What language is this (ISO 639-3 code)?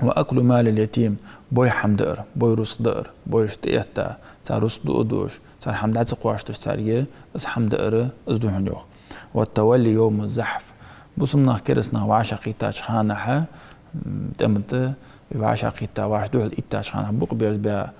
inh